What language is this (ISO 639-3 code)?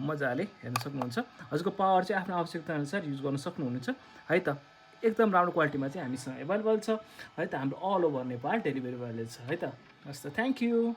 nep